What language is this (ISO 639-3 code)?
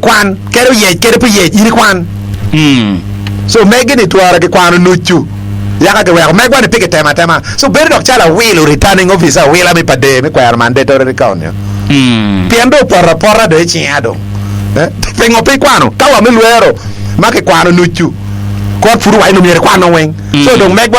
ach